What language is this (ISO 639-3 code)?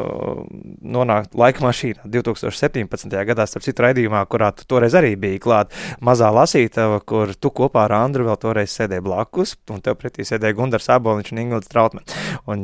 lav